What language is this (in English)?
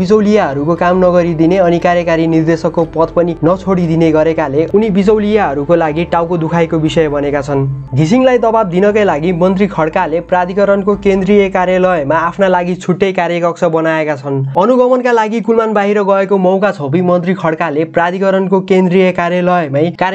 Nepali